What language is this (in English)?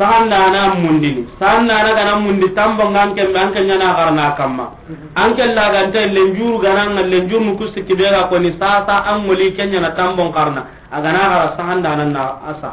Soninke